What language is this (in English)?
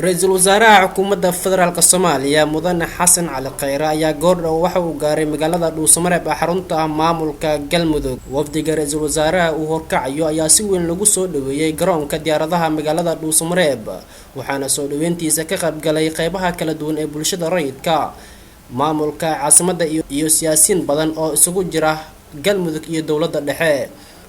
Somali